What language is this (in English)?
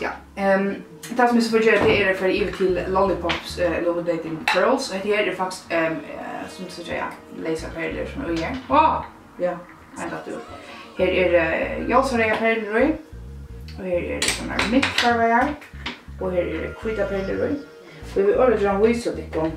Faroese